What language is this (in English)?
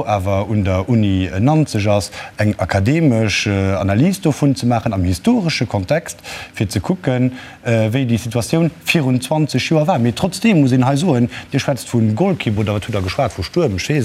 Luxembourgish